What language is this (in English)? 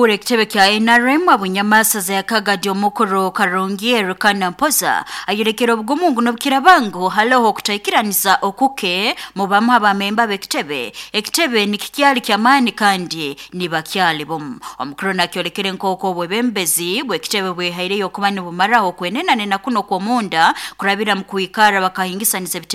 Nyoro